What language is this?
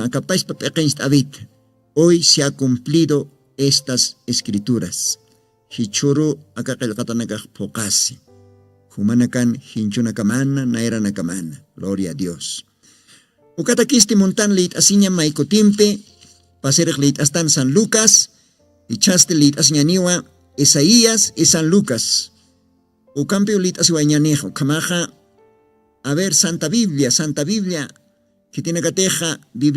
Aymara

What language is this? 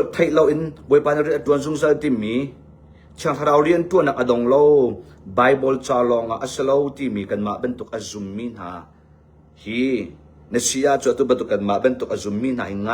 Hakha Chin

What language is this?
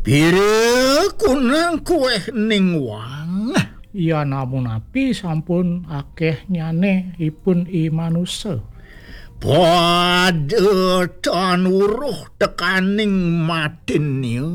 Balinese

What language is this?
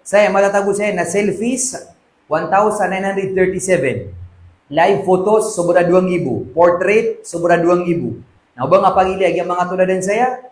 Maranao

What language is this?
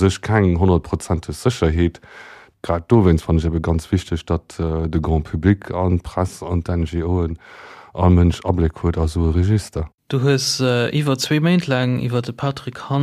Luxembourgish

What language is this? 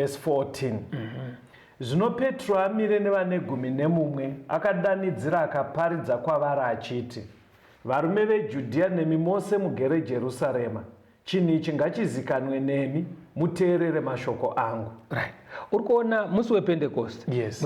Shona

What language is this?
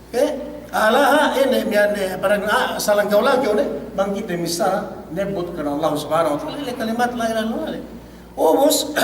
Yakan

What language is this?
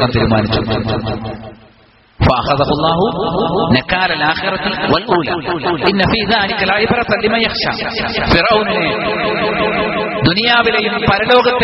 Malayalam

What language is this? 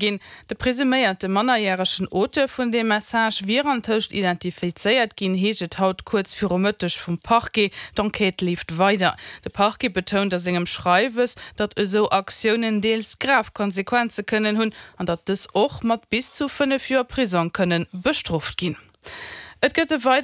Luxembourgish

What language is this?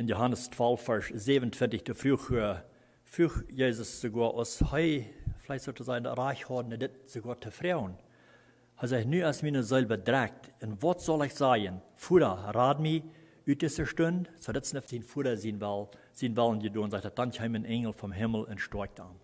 Plautdietsch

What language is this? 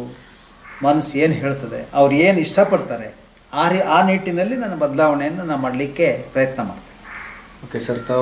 Kannada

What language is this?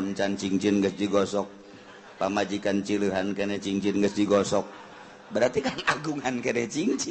Sundanese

